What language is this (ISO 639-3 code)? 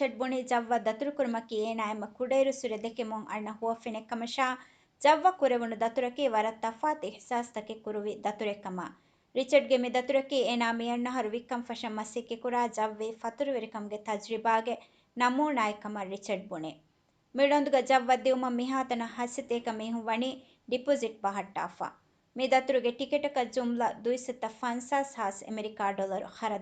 div